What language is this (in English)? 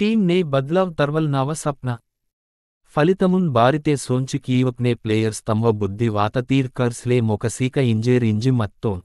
Gondi